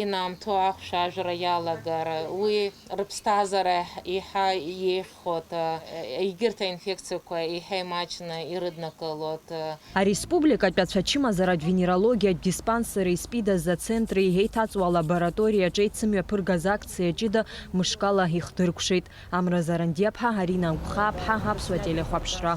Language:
Abkhazian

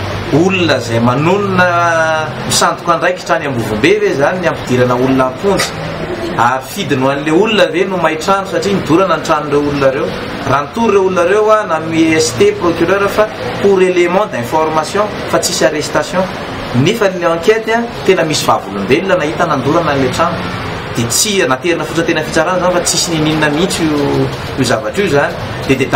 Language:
Malagasy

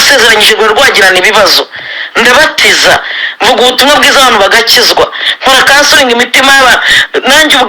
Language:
Kinyarwanda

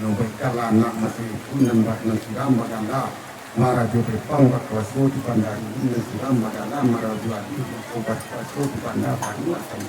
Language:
Minangkabau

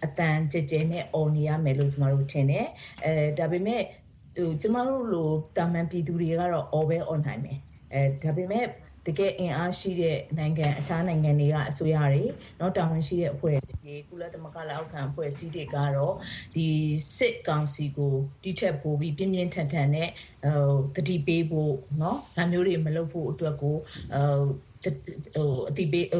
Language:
Burmese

